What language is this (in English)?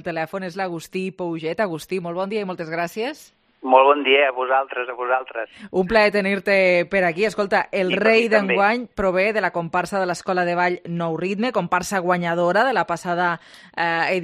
Catalan